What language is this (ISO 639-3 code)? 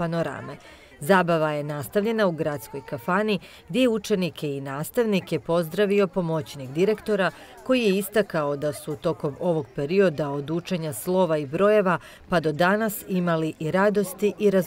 bos